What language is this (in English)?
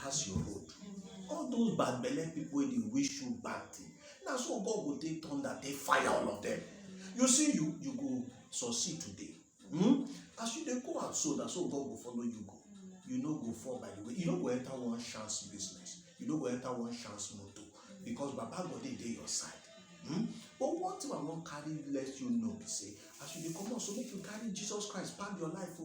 Nigerian Pidgin